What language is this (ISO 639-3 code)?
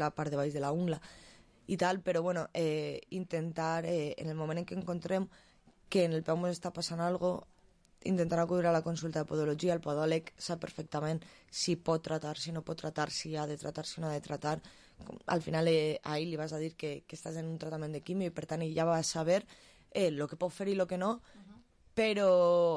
cat